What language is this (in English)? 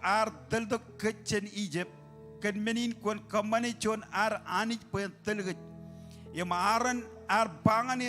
Marshallese